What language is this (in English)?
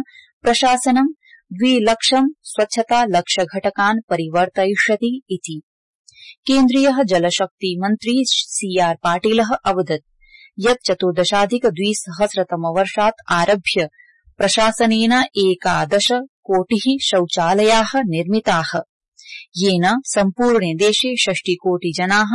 Sanskrit